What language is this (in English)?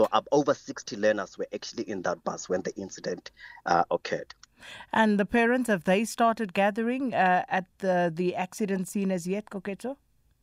English